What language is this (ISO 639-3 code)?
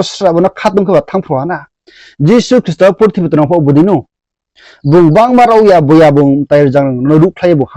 ria